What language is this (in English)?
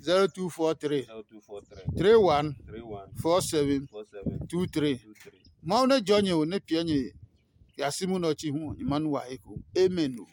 Adangme